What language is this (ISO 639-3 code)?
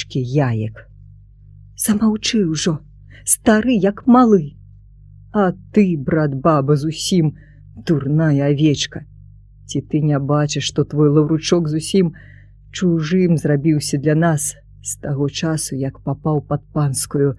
bel